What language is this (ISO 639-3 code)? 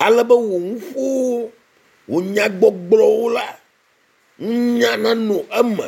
ewe